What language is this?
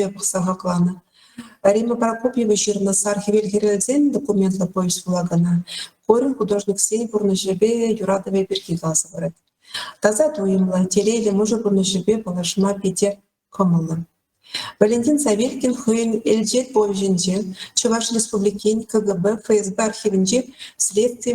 Chuvash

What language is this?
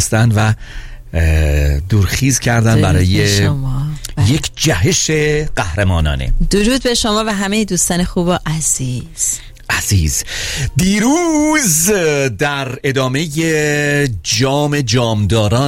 Persian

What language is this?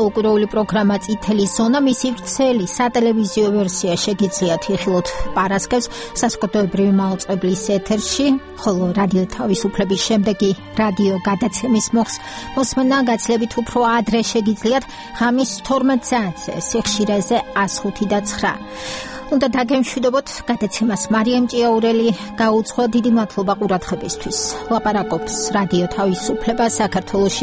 Georgian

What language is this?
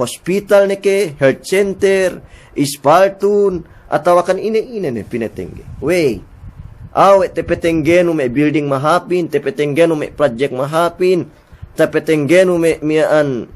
Yakan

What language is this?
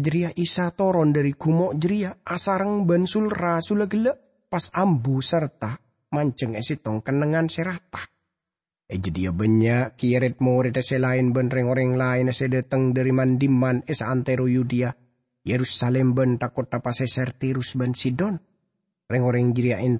Madurese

